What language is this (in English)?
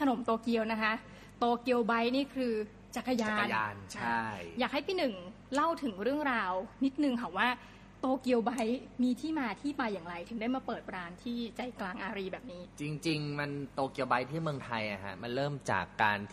Thai